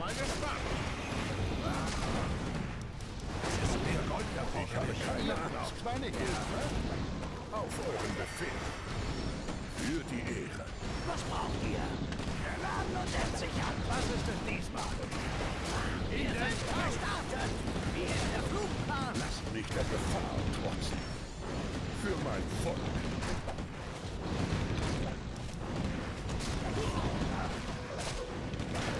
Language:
German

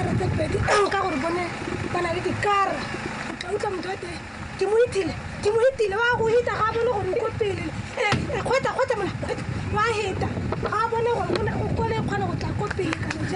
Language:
Tswana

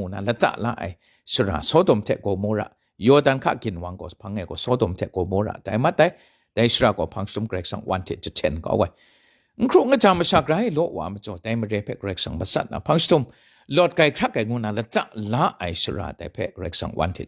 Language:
Kachin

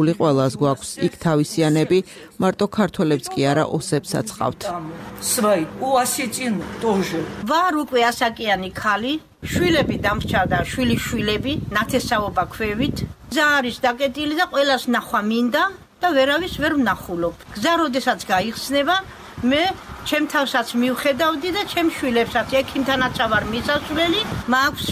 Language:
Georgian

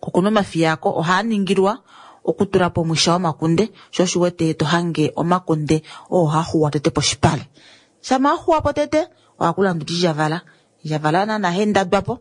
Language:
Kuanyama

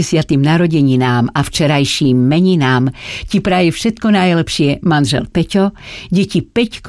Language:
Slovak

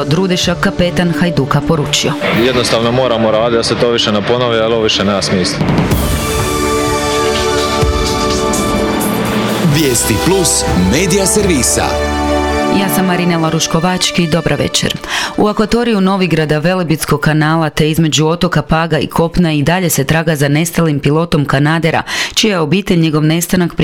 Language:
Croatian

